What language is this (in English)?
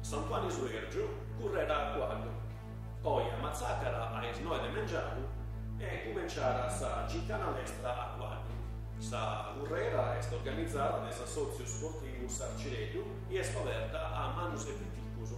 Sardinian